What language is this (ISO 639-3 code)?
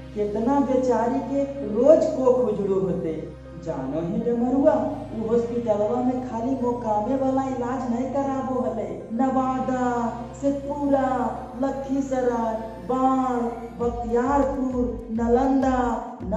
mag